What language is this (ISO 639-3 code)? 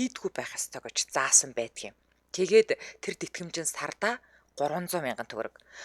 mon